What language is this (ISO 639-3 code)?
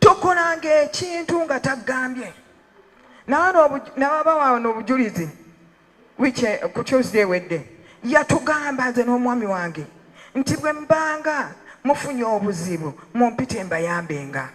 lug